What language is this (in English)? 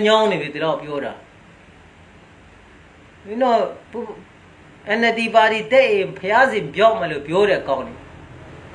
Burmese